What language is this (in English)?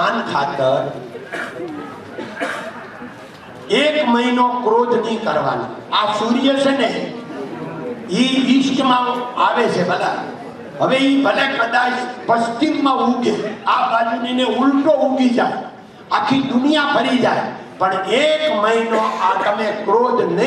Gujarati